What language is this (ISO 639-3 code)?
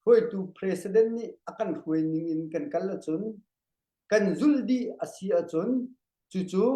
cnh